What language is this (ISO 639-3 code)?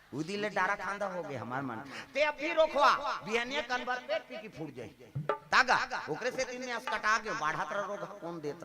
hne